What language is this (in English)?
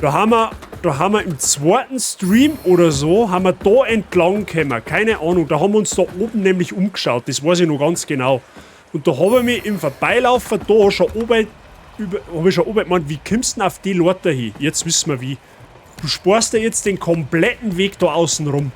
Bavarian